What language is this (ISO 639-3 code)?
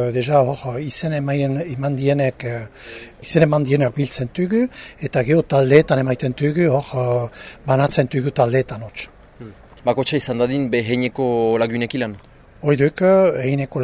eus